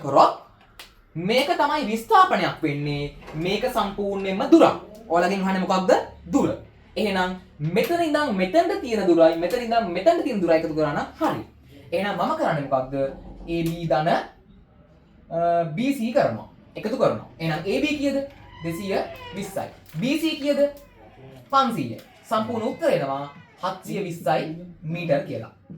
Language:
Sinhala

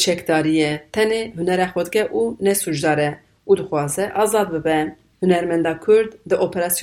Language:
Kurdish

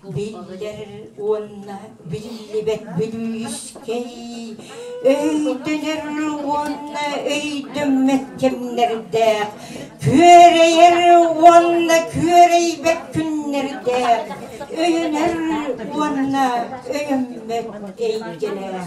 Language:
Yakut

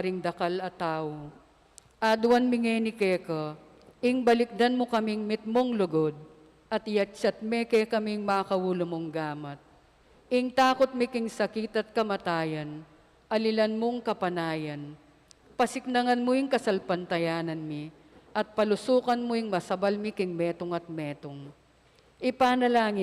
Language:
Pampanga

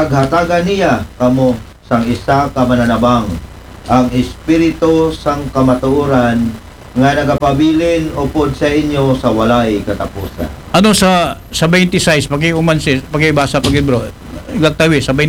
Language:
Aklanon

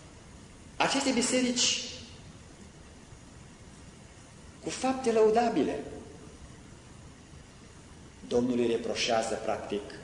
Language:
Romanian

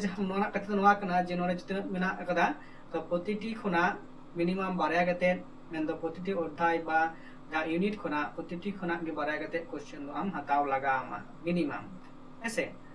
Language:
Santali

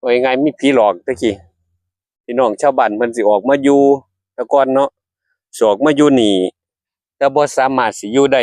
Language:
Northeastern Thai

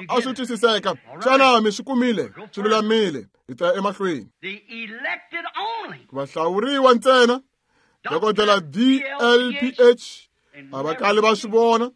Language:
Tsonga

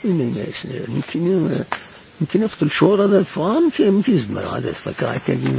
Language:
Kabyle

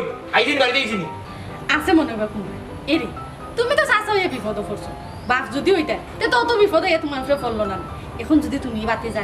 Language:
Sylheti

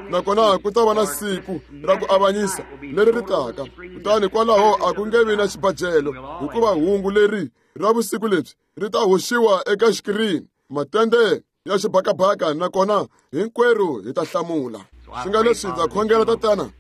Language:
Tsonga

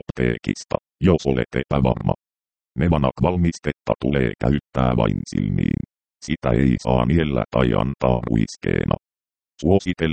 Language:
Finnish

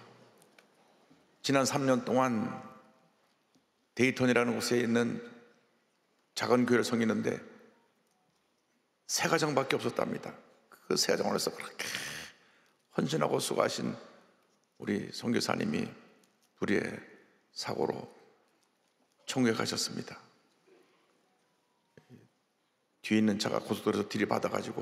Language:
Korean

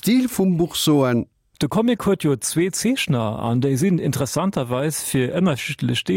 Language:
Luxembourgish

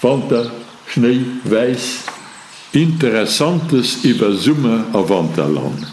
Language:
Luxembourgish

